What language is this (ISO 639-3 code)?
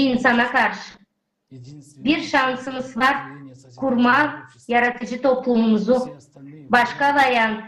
gag